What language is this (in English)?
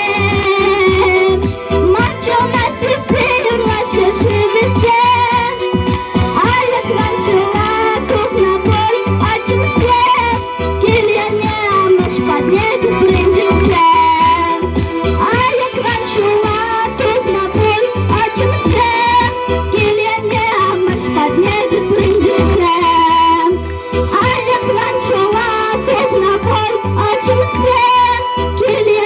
Chuvash